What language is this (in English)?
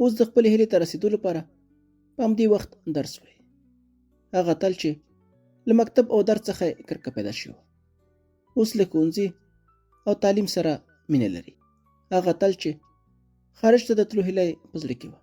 Pashto